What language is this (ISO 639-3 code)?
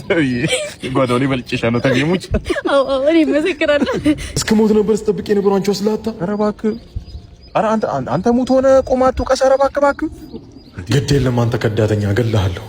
amh